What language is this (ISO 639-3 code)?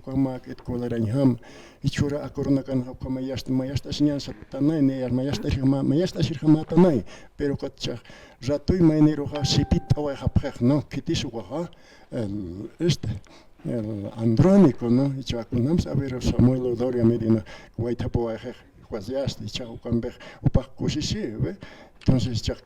aym